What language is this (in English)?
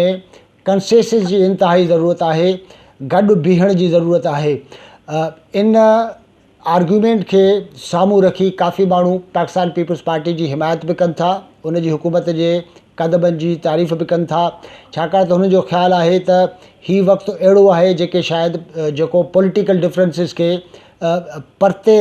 Sindhi